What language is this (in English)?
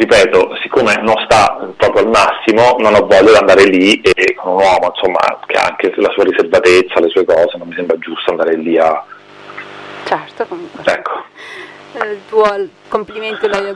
Italian